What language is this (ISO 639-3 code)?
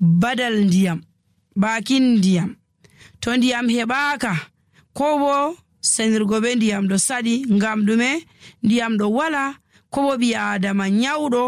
fuv